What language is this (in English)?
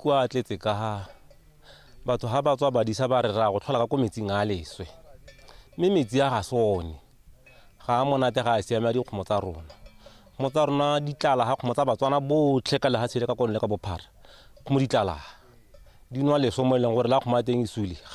Tswana